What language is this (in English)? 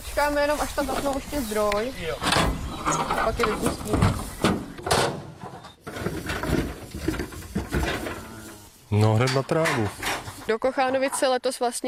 Czech